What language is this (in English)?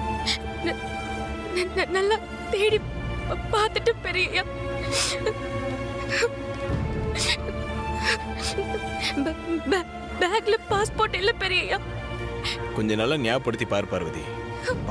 Tamil